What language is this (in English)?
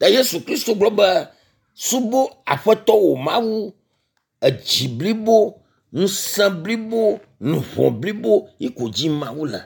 Ewe